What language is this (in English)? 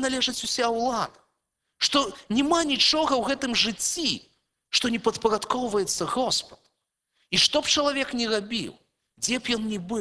Belarusian